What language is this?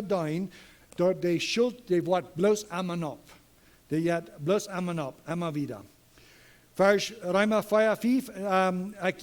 Plautdietsch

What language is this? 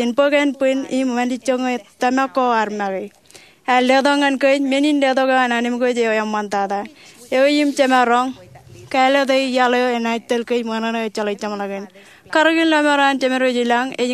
Marshallese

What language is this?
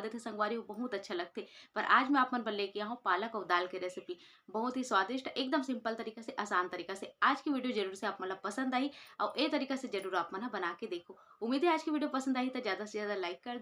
Chhattisgarhi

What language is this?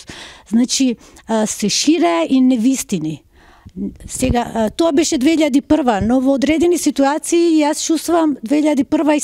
Macedonian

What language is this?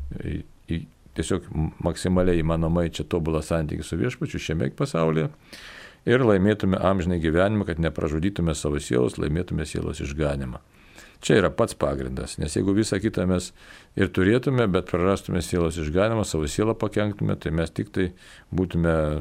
Lithuanian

